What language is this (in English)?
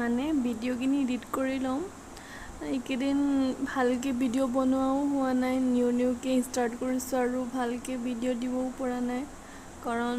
Assamese